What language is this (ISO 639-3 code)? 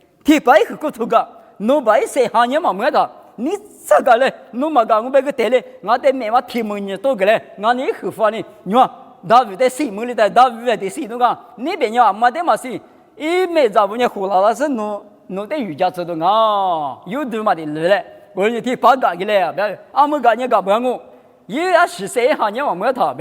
lis